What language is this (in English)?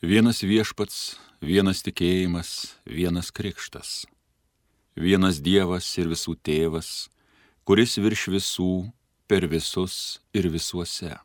Lithuanian